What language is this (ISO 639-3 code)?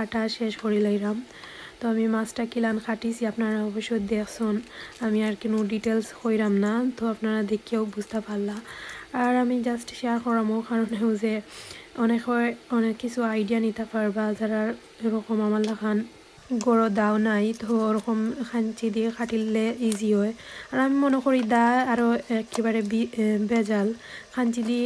syl